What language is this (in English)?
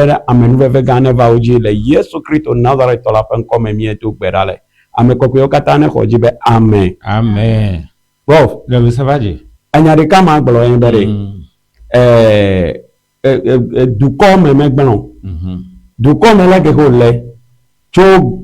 Ewe